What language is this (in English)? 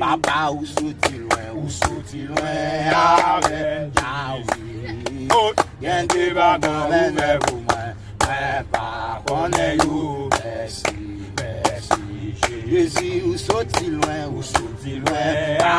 Haitian Creole